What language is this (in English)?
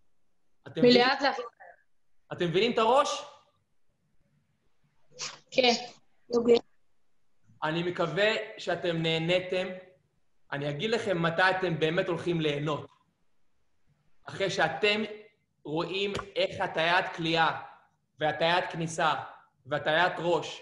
Hebrew